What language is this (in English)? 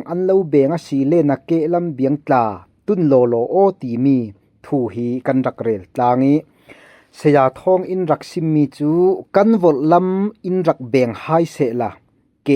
Falam Chin